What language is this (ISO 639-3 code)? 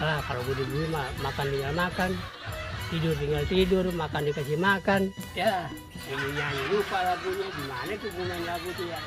bew